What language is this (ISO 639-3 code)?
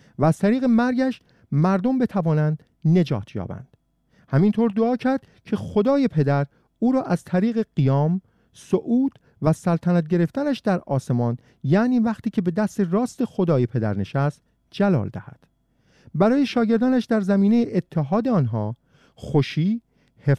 fas